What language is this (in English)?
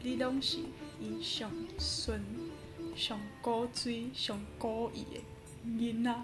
Min Nan Chinese